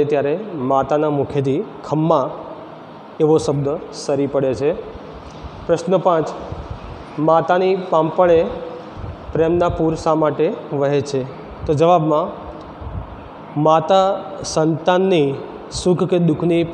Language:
Gujarati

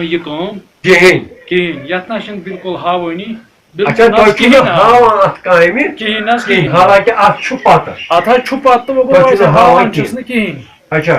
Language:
Kashmiri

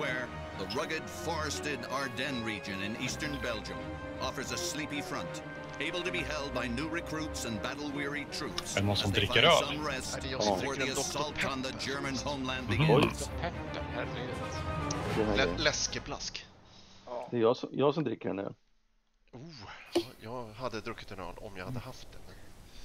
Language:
Swedish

